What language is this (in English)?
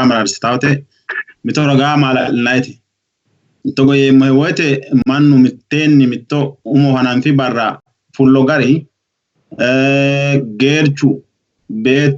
Sidamo